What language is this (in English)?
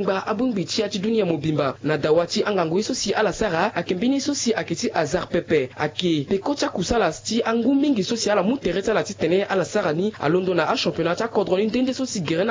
Sango